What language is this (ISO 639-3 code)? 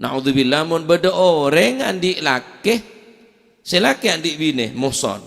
mad